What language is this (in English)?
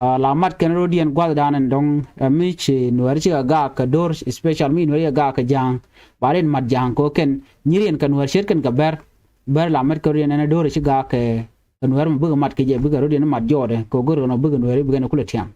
Nuer